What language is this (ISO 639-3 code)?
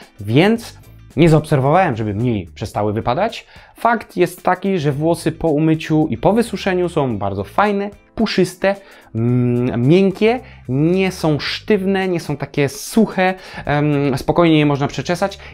pol